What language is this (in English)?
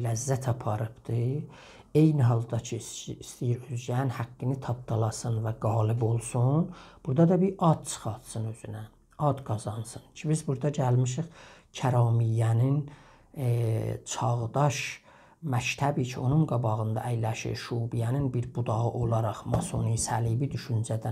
South Azerbaijani